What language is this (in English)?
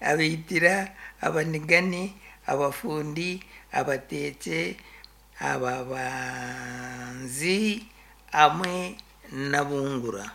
Nyankole